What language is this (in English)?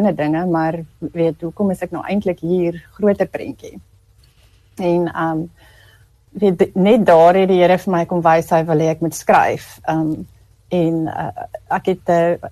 Afrikaans